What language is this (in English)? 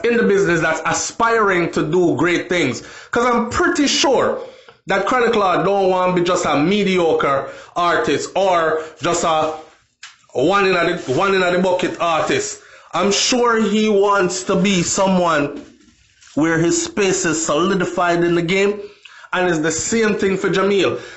Jamaican Creole English